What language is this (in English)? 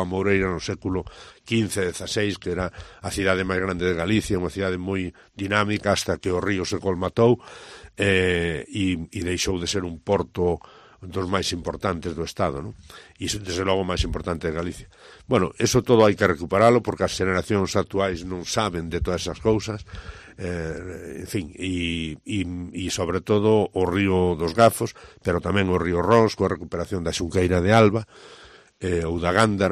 Galician